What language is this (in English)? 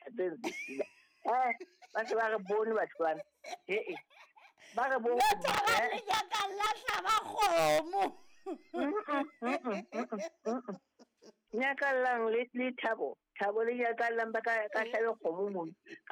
Southern Sotho